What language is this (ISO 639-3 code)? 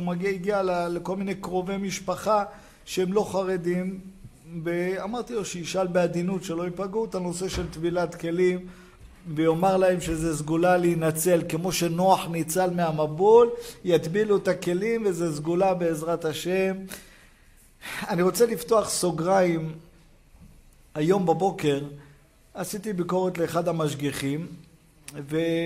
heb